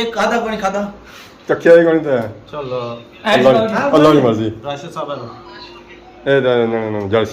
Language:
Pahari-Potwari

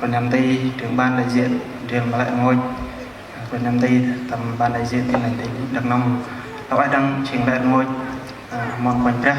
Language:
Central Mnong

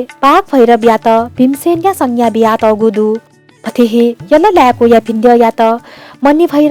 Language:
Newari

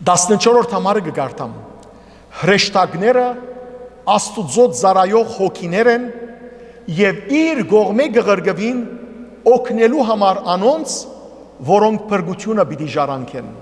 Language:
Western Armenian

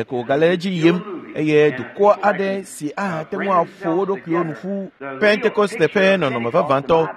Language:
Ewe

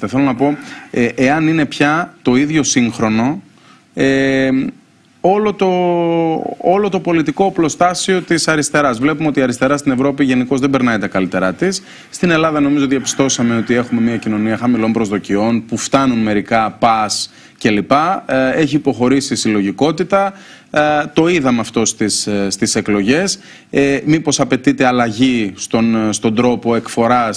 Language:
Greek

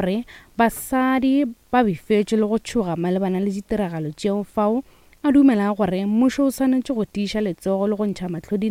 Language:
Northern Sotho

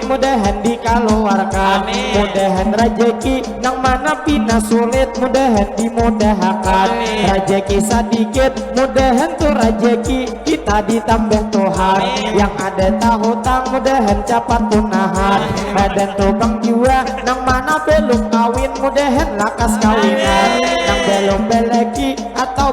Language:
Banjar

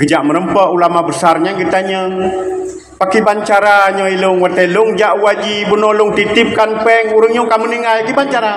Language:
Achinese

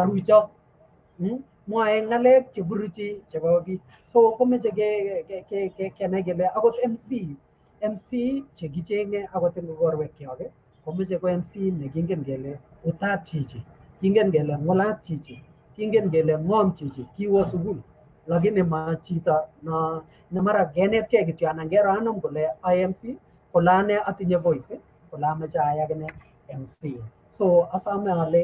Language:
Kalenjin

